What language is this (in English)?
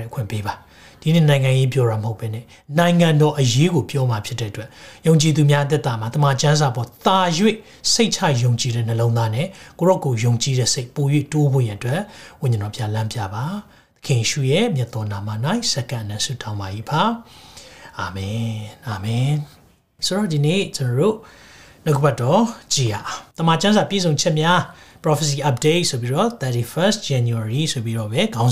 Burmese